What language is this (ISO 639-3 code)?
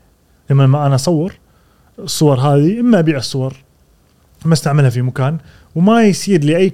afb